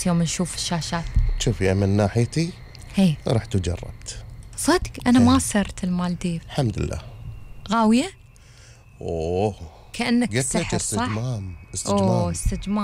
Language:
Gulf Arabic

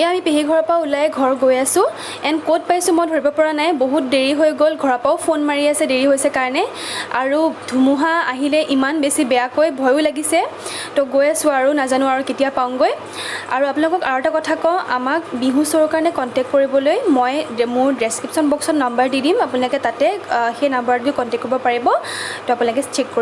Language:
Assamese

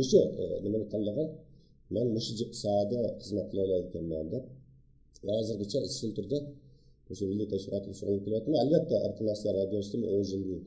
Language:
Uyghur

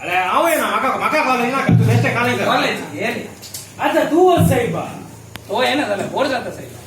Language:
Konkani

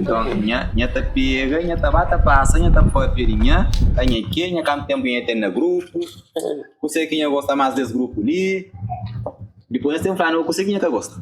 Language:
Kabuverdianu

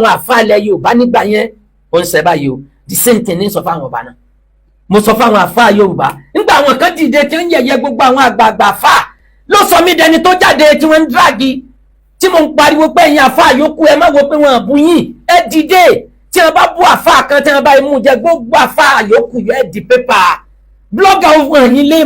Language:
Yoruba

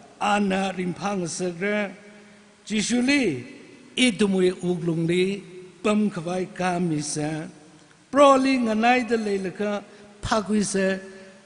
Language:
Tangkhul Naga (India)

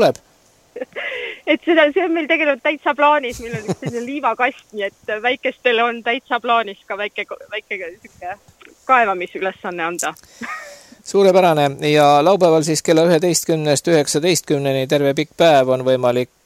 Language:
Estonian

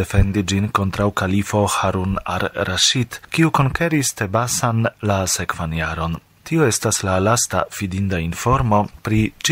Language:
Esperanto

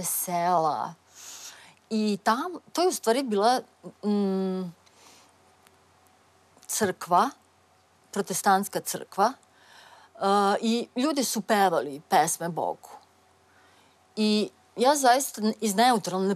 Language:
Serbian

